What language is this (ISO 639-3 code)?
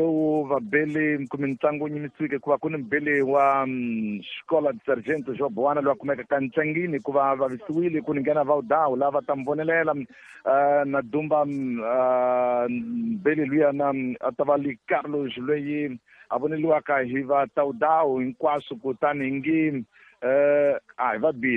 tso